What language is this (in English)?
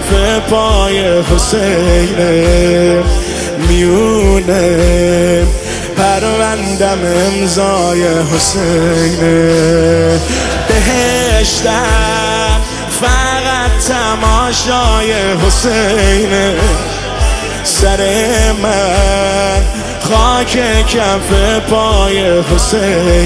Persian